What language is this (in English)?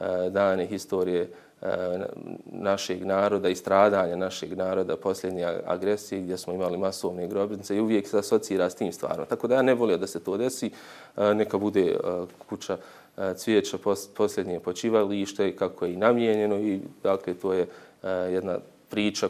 Bosnian